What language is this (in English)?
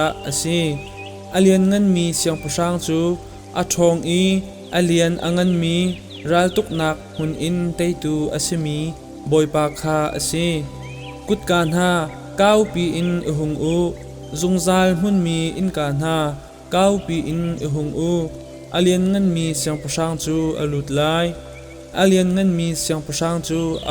Hakha Chin